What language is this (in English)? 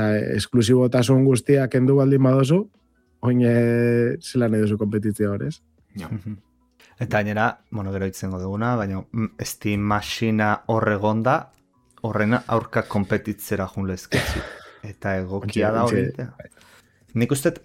Basque